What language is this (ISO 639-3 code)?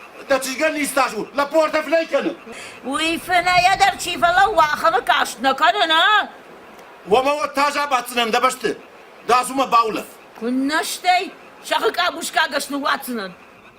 oss